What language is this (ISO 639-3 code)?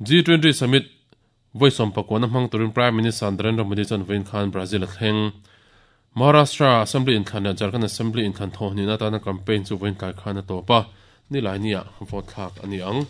lus